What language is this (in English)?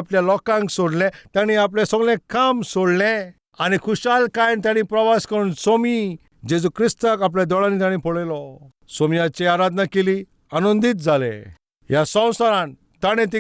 Konkani